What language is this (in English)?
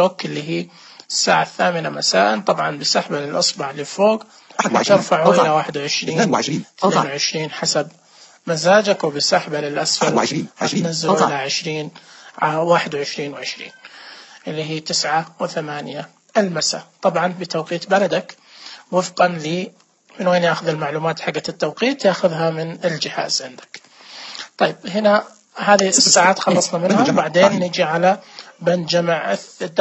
Najdi Arabic